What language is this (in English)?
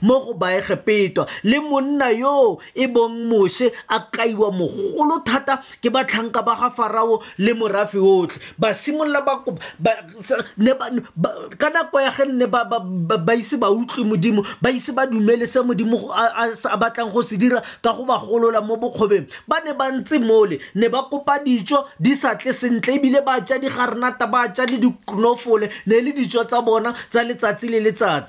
Tswana